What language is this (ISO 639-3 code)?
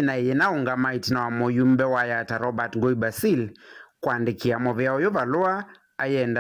kam